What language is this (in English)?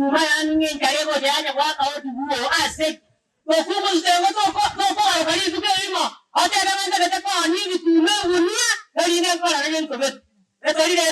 Gusii